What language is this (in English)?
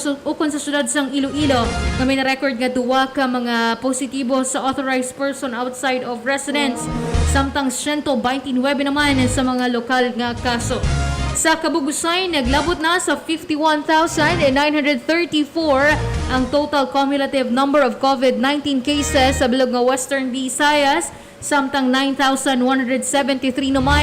Hiligaynon